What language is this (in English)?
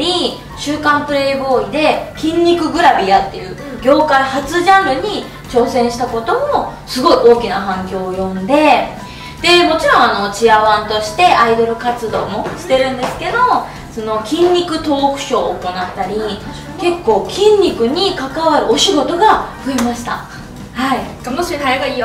Japanese